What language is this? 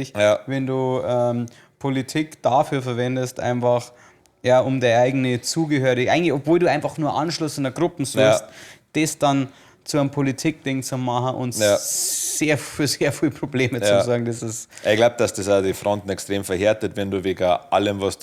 Bavarian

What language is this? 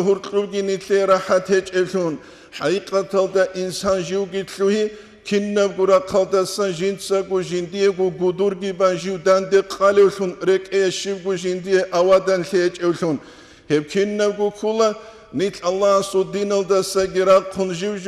Avaric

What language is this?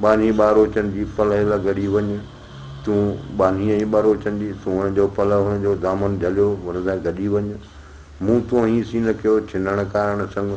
Sindhi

